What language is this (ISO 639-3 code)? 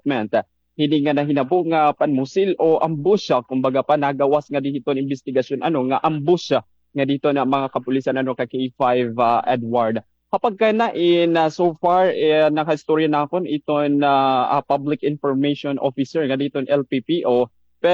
war